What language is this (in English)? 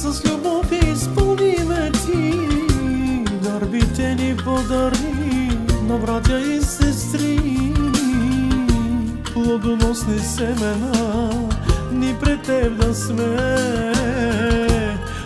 Bulgarian